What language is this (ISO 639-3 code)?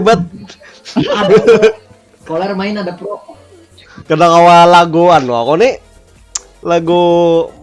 bjn